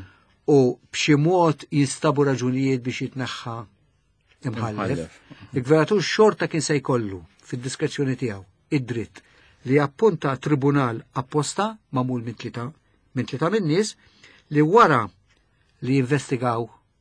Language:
Maltese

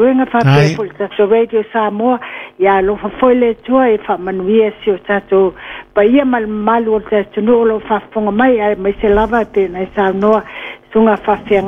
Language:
Samoan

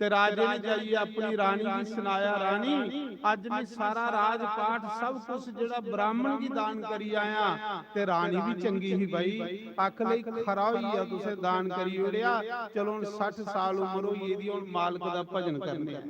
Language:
Dogri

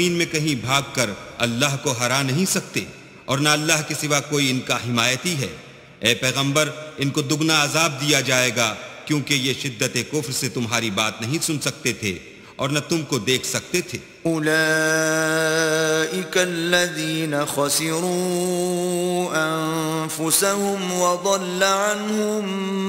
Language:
Urdu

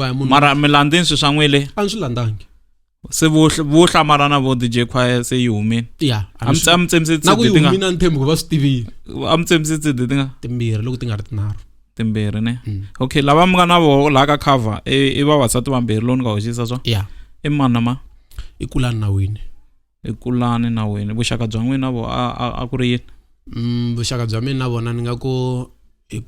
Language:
Tsonga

